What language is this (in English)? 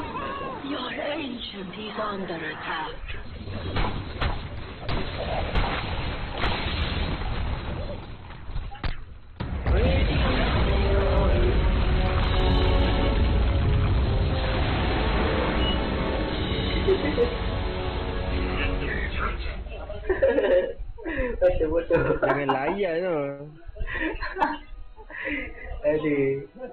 Malay